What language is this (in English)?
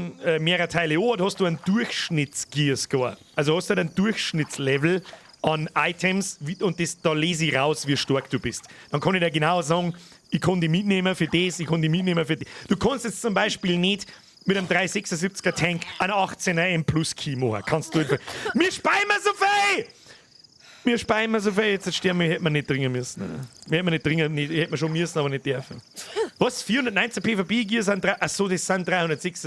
Bavarian